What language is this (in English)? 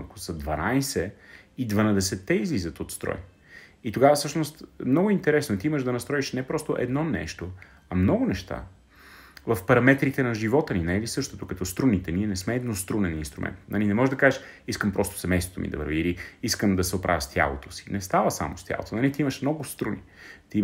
Bulgarian